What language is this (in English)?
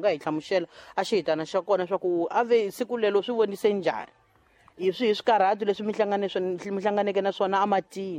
Tsonga